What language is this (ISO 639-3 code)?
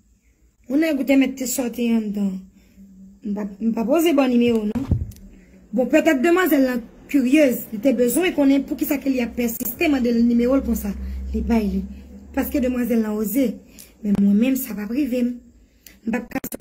hat